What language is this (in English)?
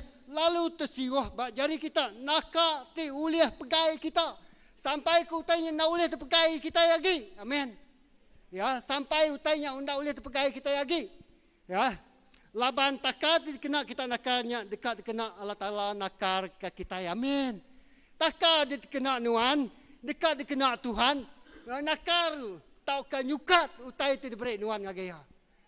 Iban